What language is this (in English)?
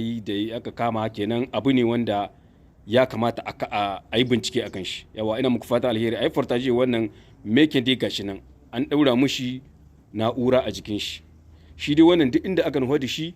Hausa